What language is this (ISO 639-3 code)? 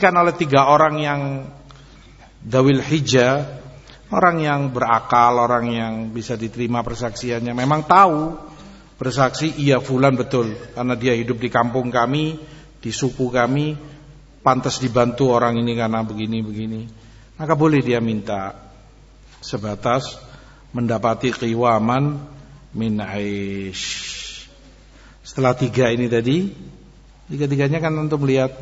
ind